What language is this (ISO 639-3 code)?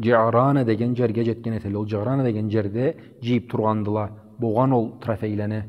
krc